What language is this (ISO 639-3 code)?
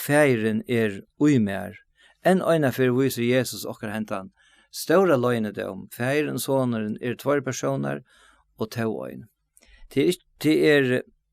fao